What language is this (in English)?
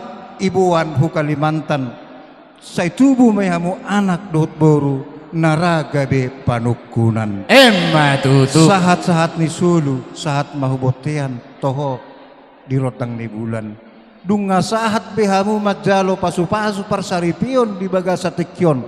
Batak Toba